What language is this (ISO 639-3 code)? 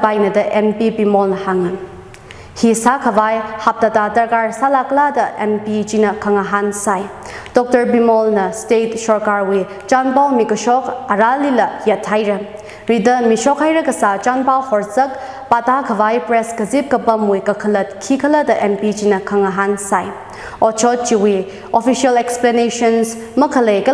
nmf